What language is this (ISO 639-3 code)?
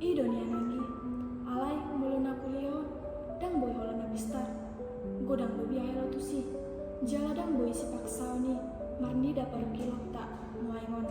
bbc